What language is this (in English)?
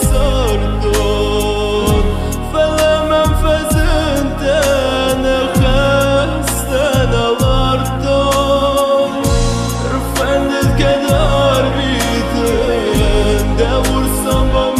Ossetic